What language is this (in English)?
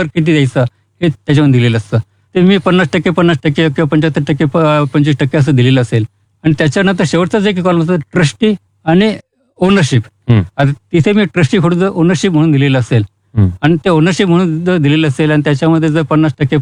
Marathi